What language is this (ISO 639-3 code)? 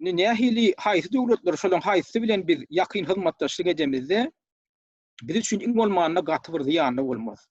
tuk